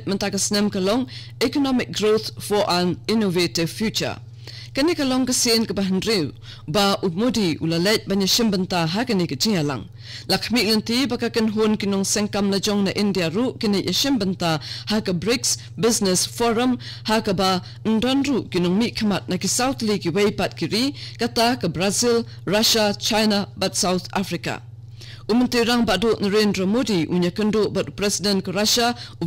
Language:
Khasi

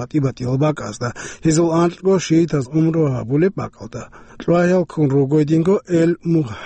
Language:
Avaric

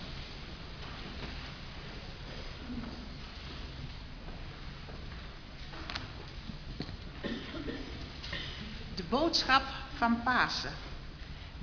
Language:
Dutch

